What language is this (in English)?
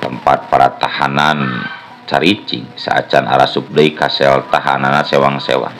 Sundanese